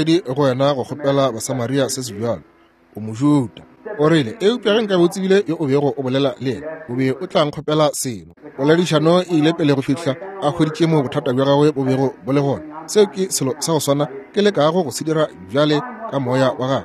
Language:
Northern Sotho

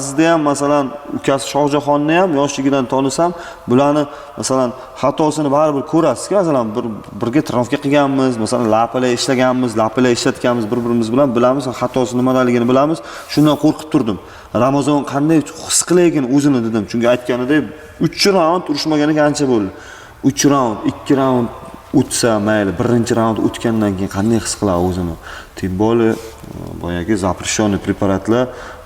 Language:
Uzbek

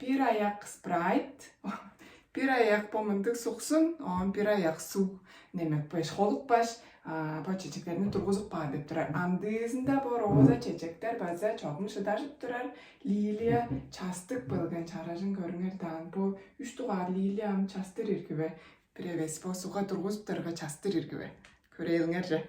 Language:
Tuvinian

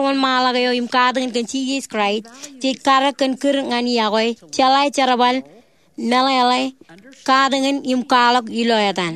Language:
Marshallese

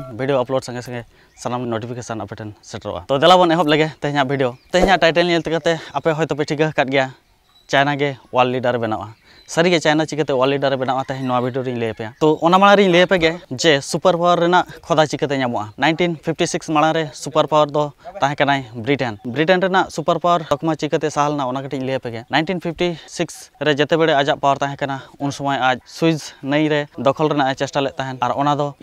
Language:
Santali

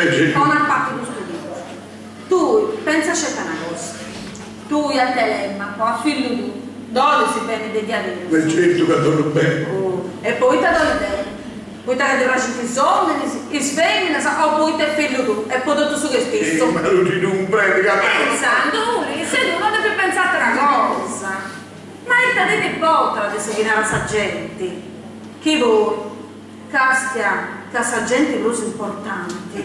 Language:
Sardinian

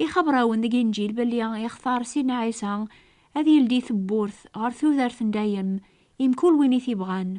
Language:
Kabyle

